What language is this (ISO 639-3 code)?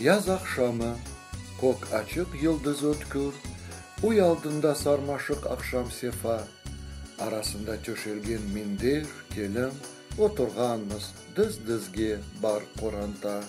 crh